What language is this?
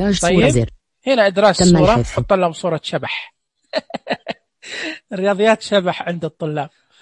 Najdi Arabic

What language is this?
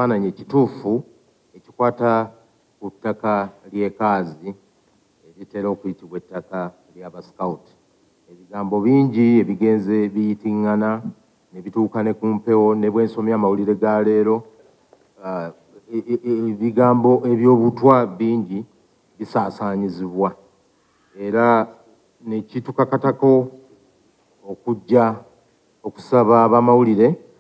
Ganda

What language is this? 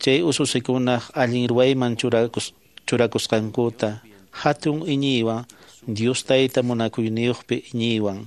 Quechua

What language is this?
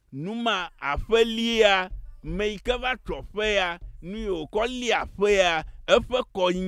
Ewe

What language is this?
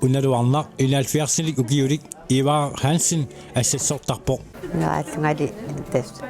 Kalaallisut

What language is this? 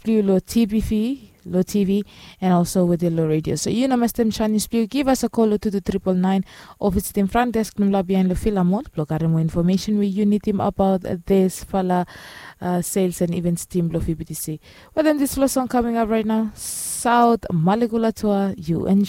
Bislama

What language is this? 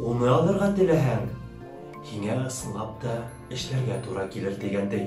Bashkir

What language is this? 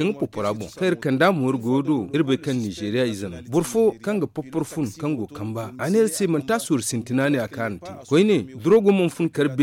Zarma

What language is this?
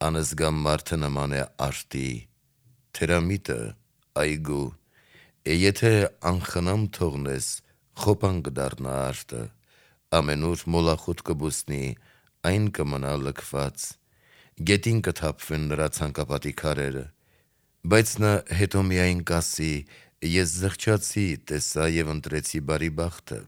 Armenian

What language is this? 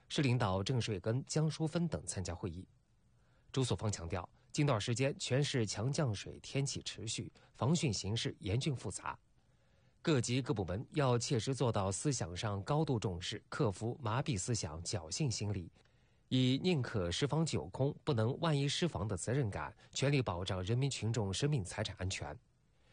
Chinese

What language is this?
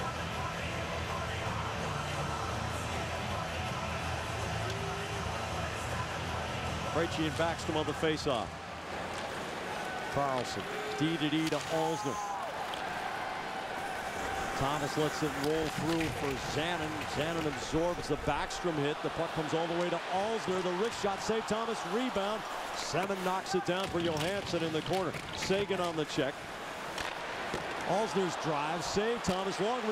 English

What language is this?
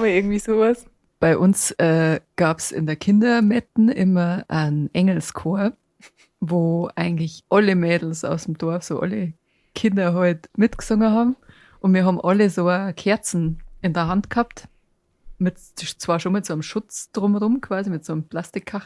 Bavarian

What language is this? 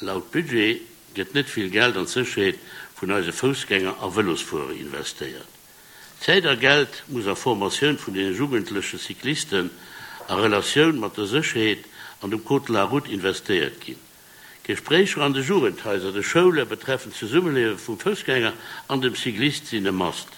Luxembourgish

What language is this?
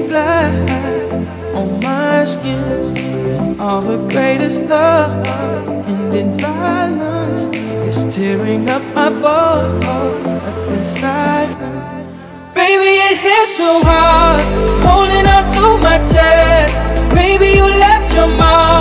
English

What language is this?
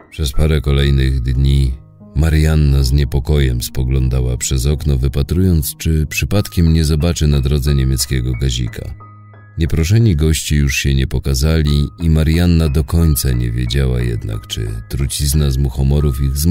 Polish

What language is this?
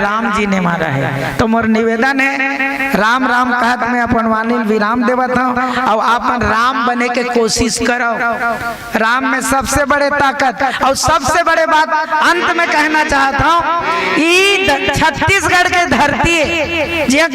Chhattisgarhi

